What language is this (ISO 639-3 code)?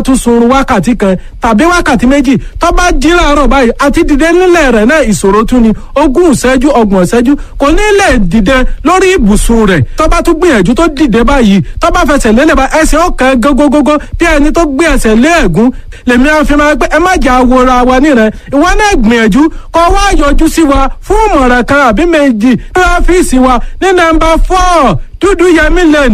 yor